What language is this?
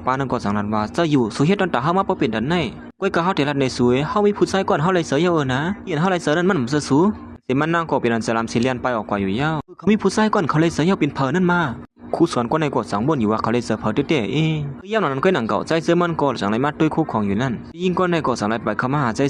Shan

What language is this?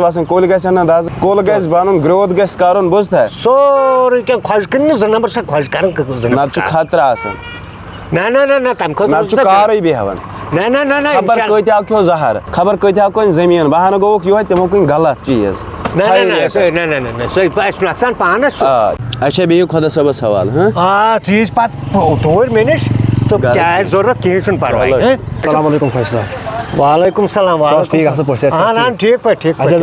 Kashmiri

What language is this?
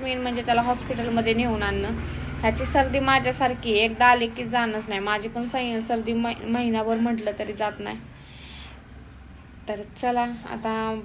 Marathi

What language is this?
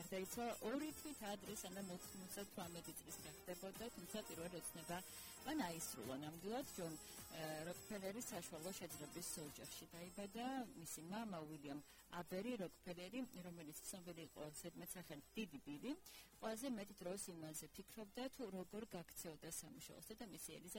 Georgian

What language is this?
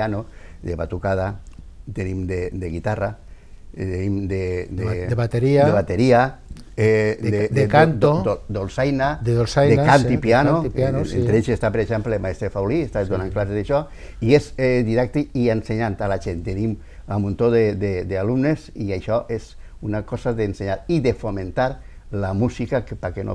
Catalan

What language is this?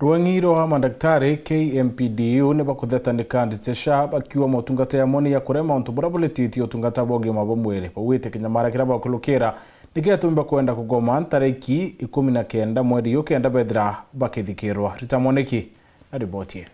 Meru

